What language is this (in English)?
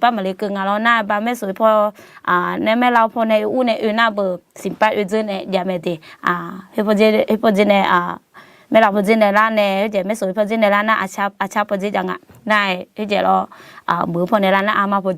Akha